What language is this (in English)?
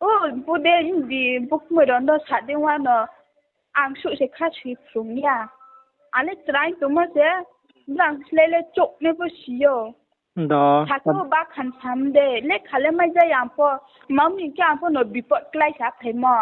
Riang (India)